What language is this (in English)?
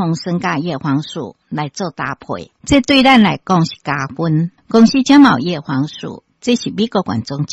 Min Nan Chinese